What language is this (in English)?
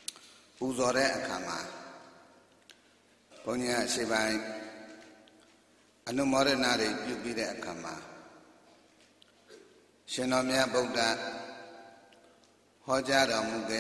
Burmese